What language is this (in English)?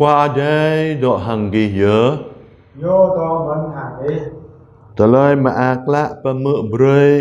Jarai